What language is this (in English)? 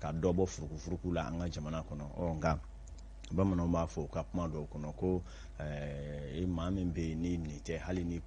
Bambara